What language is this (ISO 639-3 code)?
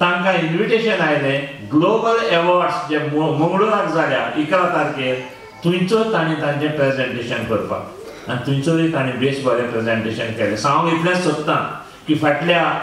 kok